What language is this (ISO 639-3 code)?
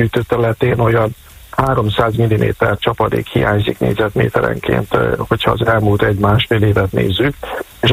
hun